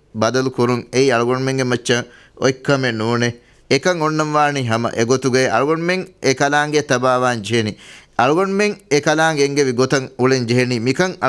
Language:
Divehi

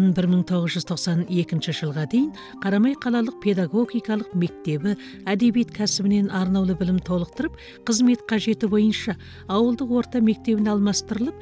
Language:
Kazakh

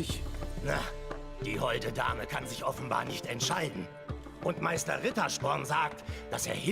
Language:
Swiss German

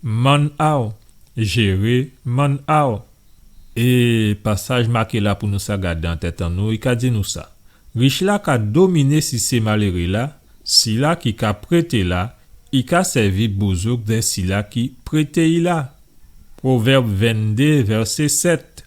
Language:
Guadeloupean Creole French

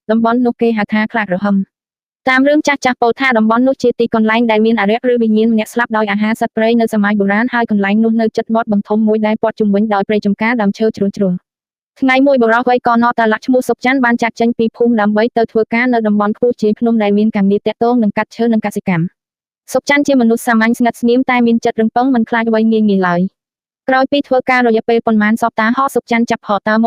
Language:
Khmer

